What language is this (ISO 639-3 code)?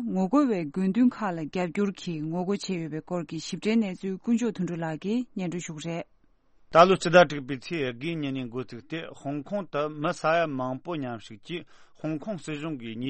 bod